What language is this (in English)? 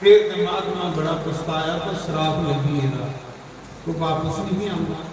Dogri